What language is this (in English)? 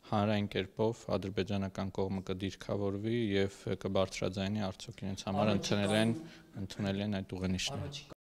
Armenian